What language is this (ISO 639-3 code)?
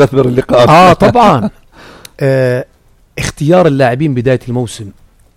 apc